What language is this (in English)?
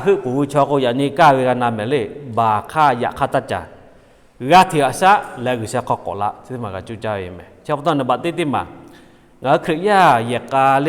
Lahu